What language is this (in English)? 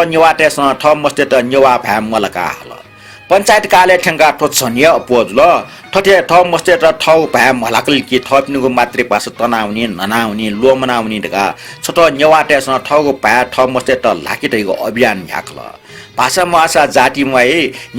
Newari